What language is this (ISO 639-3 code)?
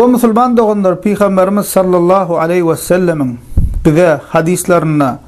tuk